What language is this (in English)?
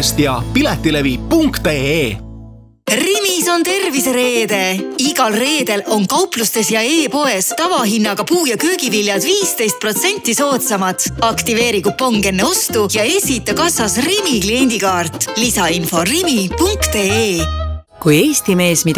Estonian